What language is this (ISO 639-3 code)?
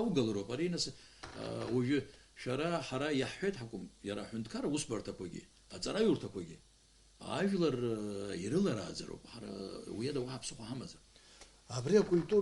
abk